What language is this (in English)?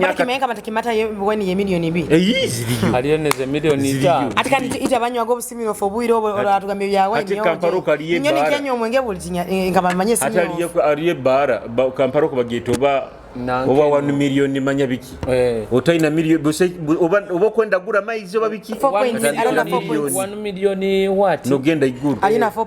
Nyoro